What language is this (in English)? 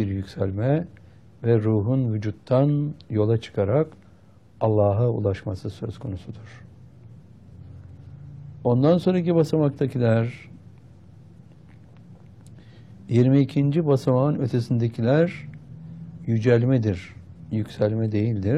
Turkish